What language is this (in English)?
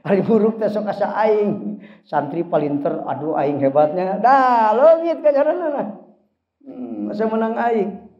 Sundanese